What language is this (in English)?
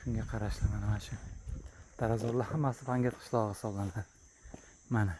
Uzbek